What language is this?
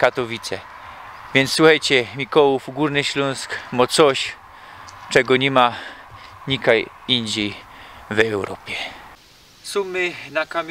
Silesian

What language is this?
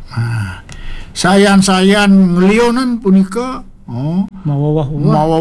Balinese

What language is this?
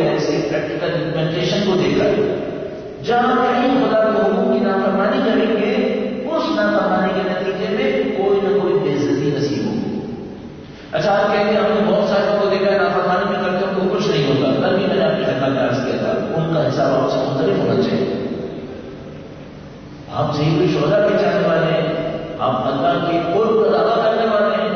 Urdu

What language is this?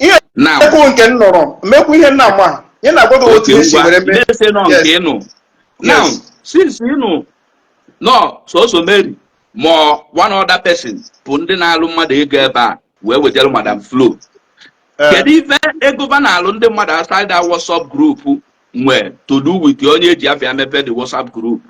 Igbo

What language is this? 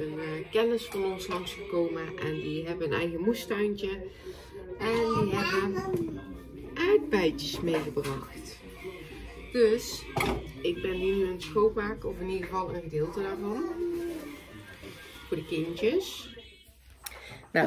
Dutch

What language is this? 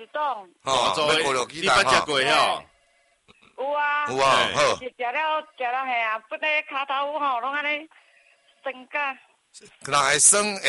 Min Nan Chinese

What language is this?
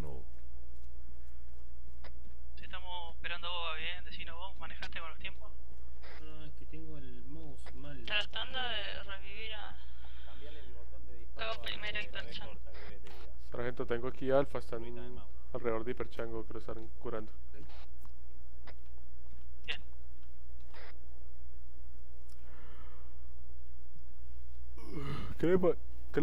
Spanish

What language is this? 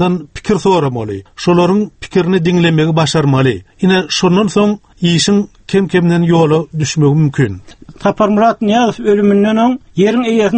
Turkmen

